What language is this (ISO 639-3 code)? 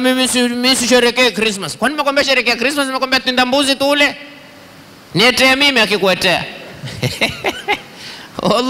swa